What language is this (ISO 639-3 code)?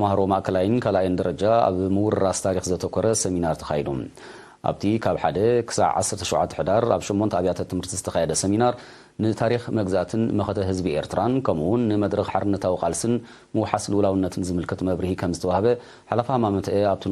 tir